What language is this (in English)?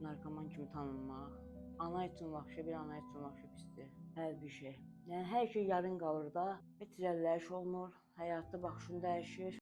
Azerbaijani